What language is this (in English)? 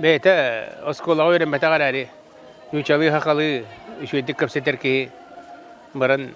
Yakut